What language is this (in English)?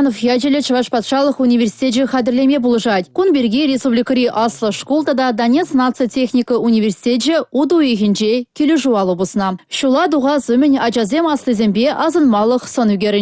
Chuvash